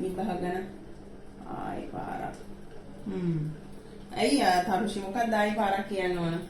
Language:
Sinhala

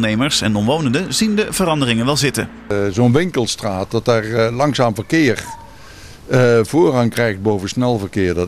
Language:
Dutch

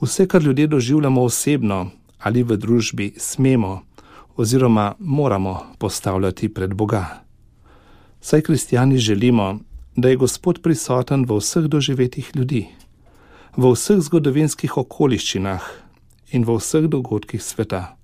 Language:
Slovenian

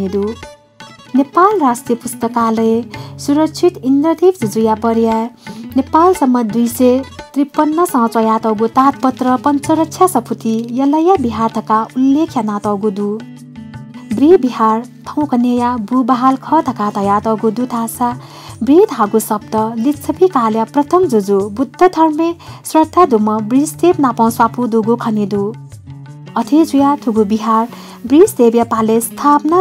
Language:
Newari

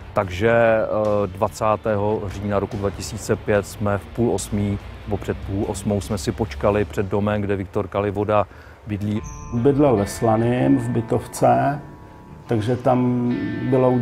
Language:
Czech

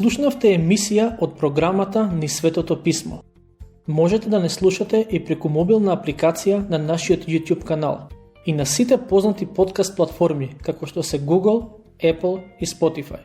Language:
Macedonian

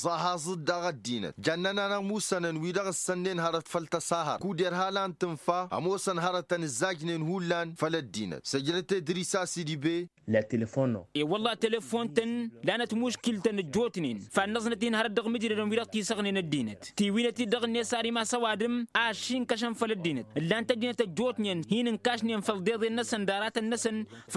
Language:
Tamasheq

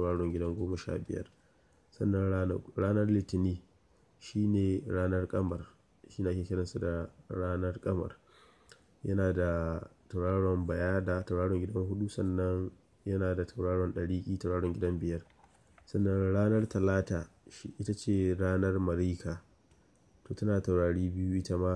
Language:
Hausa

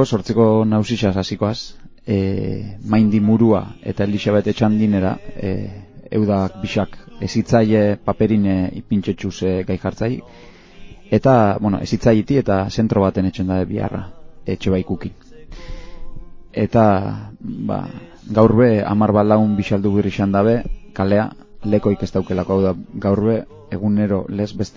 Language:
Basque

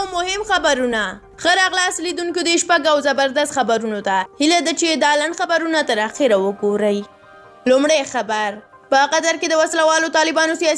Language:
Pashto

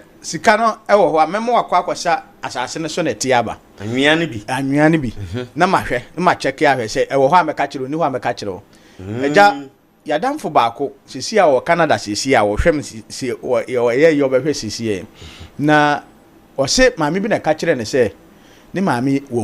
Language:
Akan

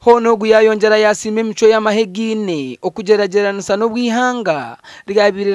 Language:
Nyankole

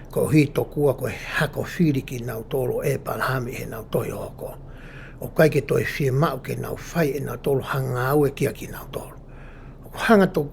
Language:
Tongan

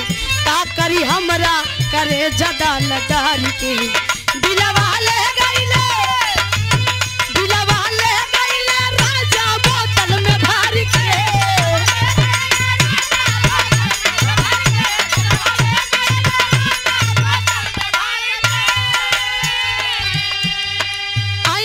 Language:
Bhojpuri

